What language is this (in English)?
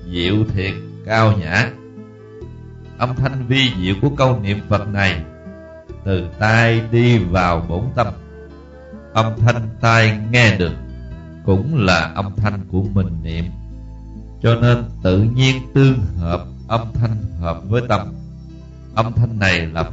Vietnamese